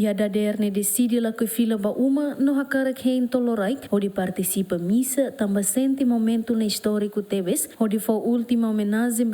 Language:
Tetum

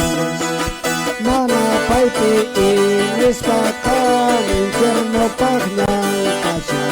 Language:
Quechua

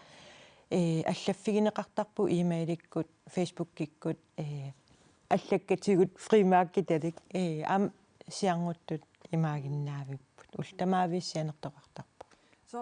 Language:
Kalaallisut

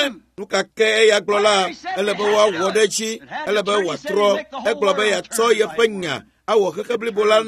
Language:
Ewe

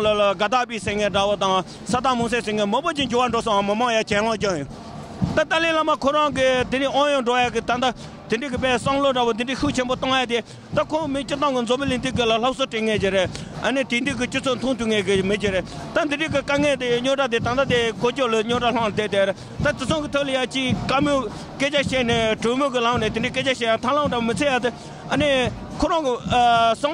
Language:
Tibetan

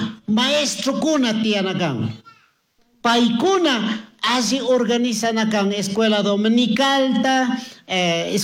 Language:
Chimborazo Highland Quichua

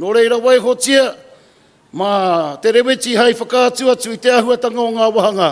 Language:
Māori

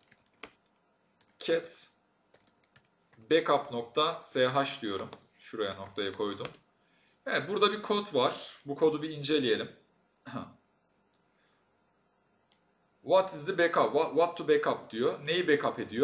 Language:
Turkish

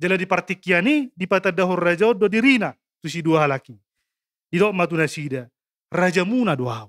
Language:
Batak Toba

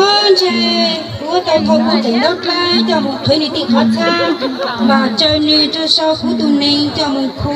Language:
Hmong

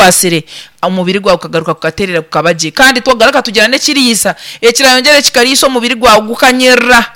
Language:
Nyankole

